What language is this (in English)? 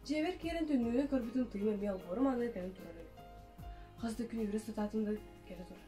Yakut